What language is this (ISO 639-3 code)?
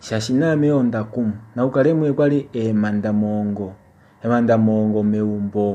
kua